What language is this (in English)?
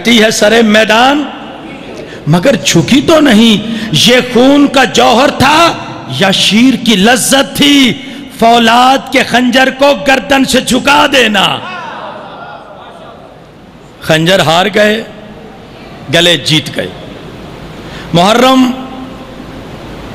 Urdu